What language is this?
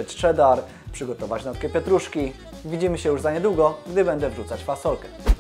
Polish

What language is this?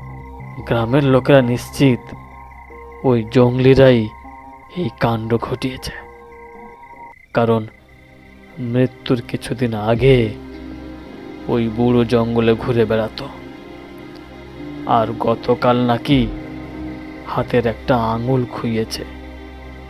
Bangla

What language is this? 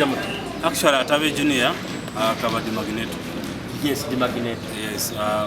Nyoro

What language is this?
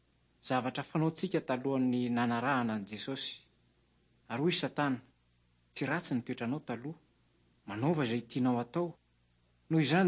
Malagasy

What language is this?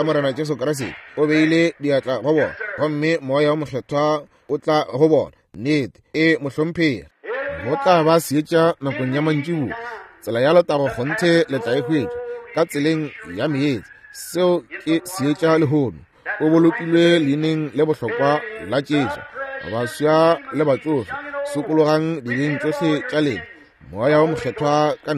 Northern Sotho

